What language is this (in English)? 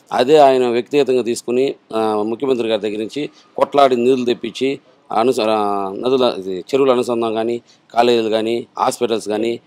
Telugu